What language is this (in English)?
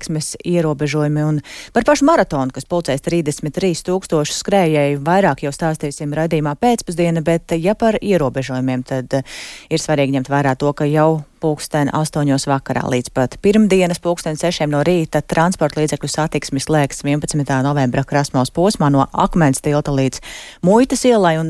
Latvian